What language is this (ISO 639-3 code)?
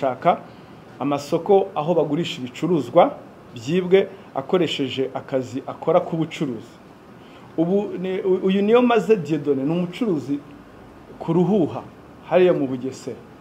kin